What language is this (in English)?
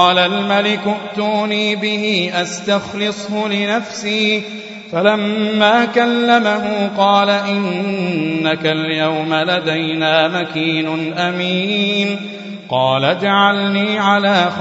Arabic